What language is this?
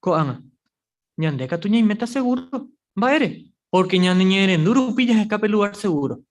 Guarani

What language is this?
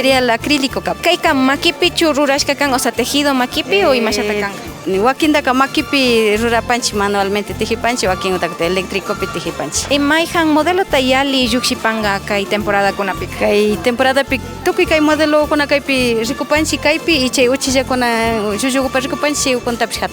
Imbabura Highland Quichua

